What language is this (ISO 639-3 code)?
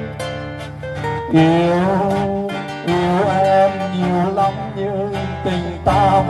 vie